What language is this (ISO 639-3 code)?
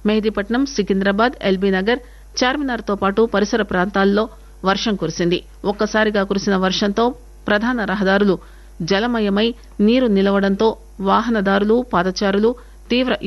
tel